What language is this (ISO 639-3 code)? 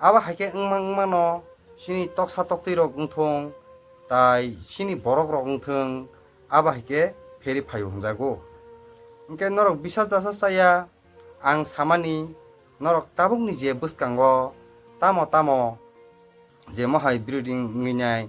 trp